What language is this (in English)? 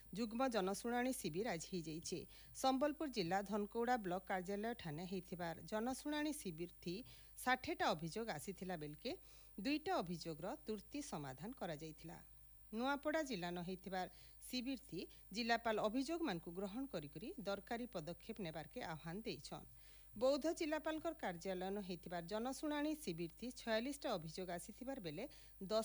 Odia